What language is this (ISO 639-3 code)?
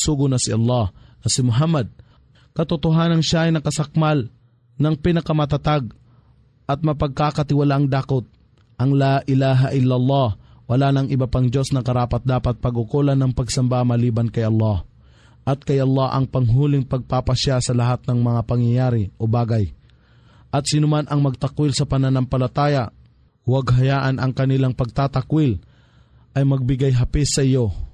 fil